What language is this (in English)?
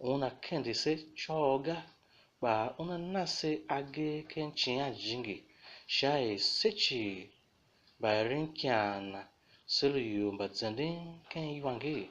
Tiv